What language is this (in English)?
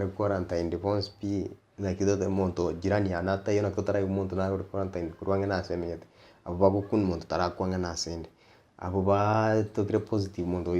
Gusii